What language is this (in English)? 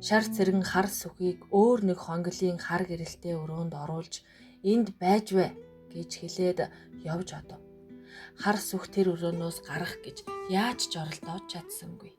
Mongolian